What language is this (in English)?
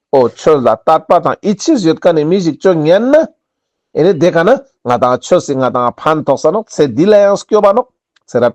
Ladakhi